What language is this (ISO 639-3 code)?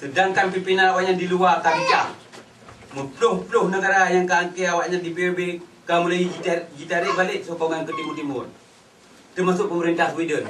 ace